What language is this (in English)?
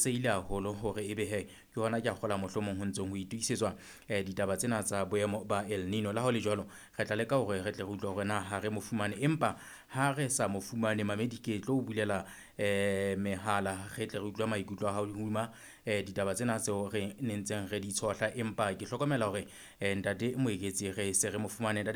Southern Sotho